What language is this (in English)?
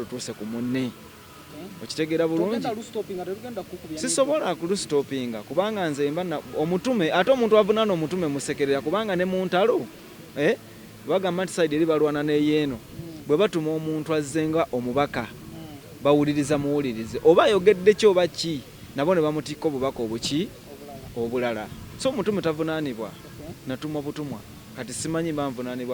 Ganda